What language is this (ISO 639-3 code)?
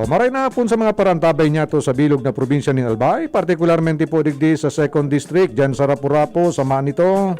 bik